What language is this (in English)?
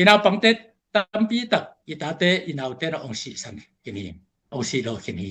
Tedim Chin